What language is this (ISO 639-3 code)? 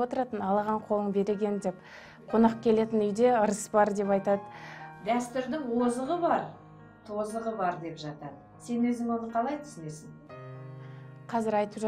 kaz